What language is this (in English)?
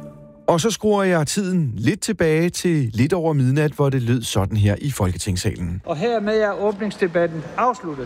Danish